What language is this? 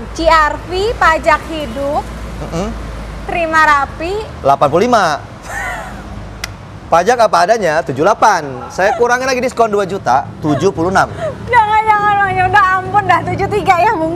Indonesian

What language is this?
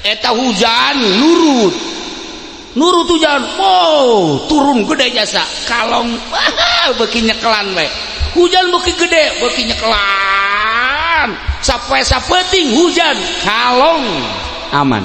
Sundanese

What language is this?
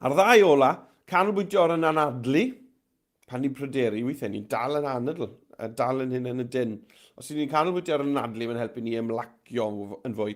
Welsh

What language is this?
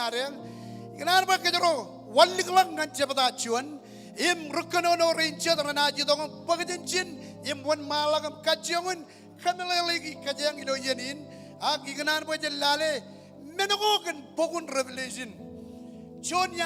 Marshallese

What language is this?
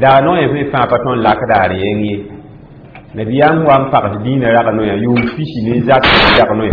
Mossi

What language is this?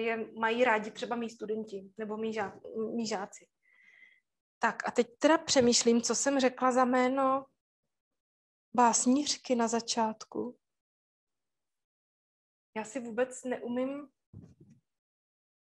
Czech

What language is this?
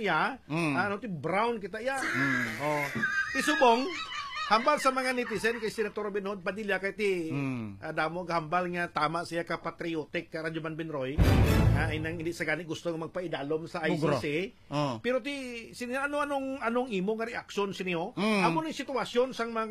Hiligaynon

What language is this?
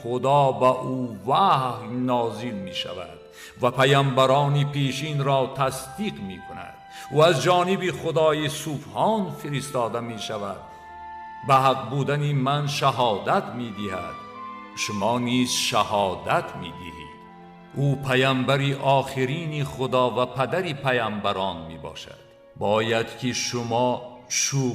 Tajik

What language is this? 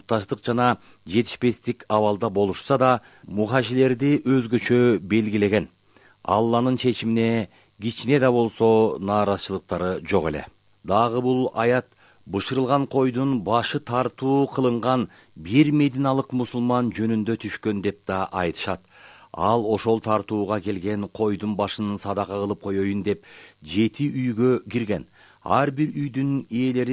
Kyrgyz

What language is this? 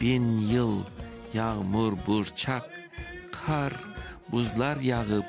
Crimean Tatar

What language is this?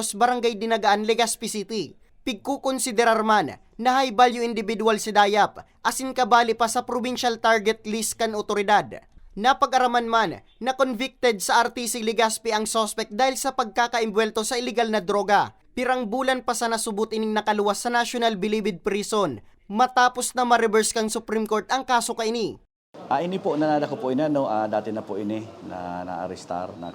Bikol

